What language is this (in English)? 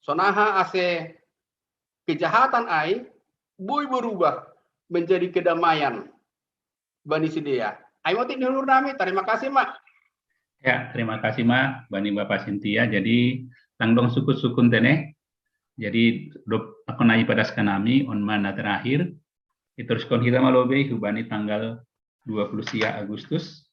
Batak Simalungun